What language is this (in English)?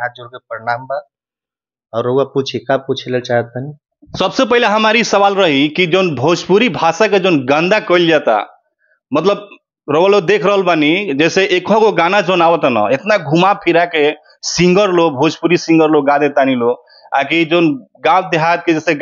Bhojpuri